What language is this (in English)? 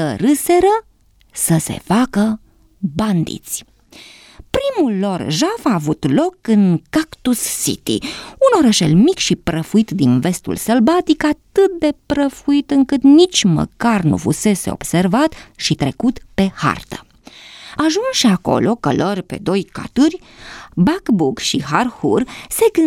Romanian